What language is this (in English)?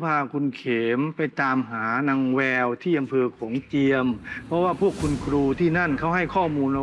Thai